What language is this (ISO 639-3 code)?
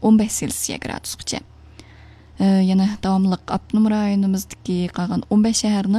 uig